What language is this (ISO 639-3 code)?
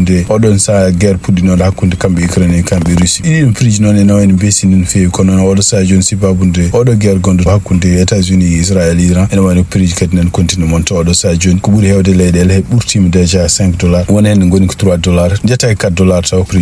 ful